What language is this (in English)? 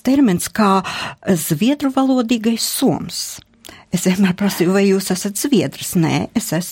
Latvian